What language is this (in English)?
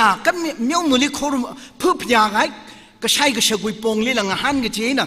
Tangkhul Naga (India)